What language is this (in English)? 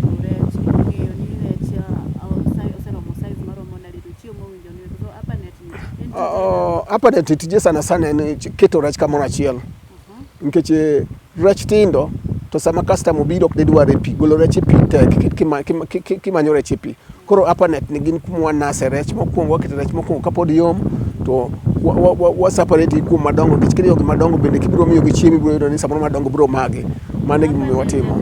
Luo (Kenya and Tanzania)